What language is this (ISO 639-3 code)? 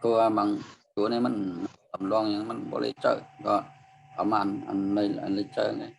shn